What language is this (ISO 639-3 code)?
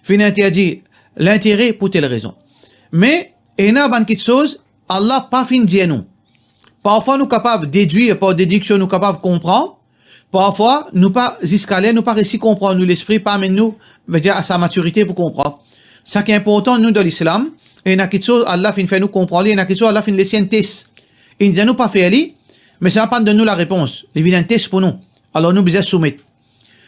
mfe